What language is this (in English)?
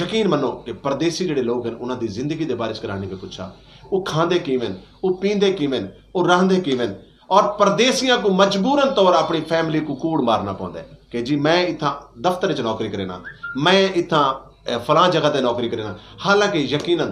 Saraiki